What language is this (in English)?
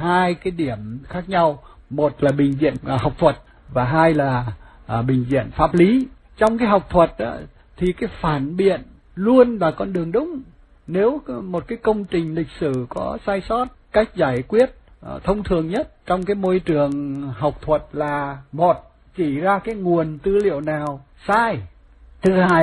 Vietnamese